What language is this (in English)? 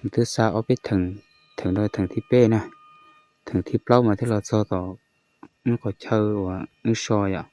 Hmong